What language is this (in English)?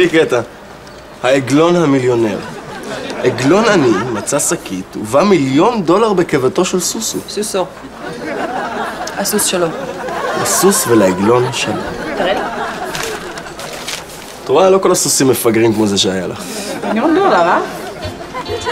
Hebrew